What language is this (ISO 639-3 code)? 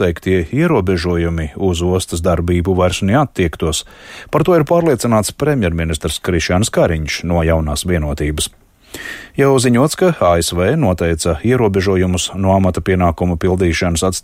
lav